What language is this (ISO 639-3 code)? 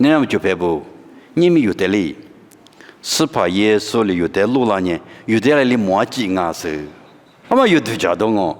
lis